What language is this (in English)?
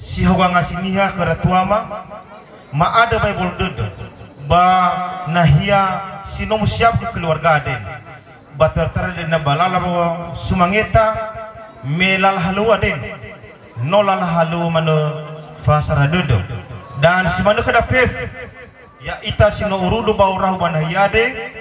Nias